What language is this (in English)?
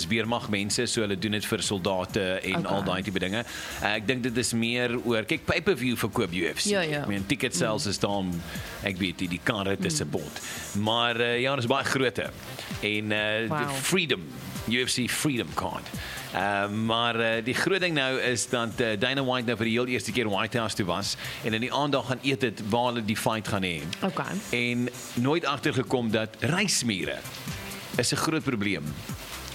Afrikaans